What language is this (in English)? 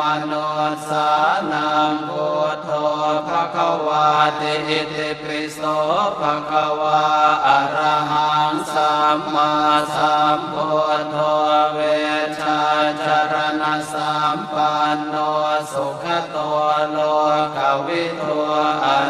Pali